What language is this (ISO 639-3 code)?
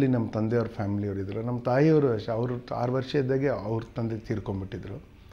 kan